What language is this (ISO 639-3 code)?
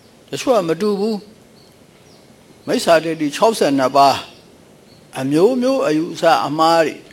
mya